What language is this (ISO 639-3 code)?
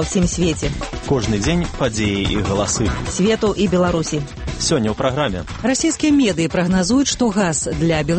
bel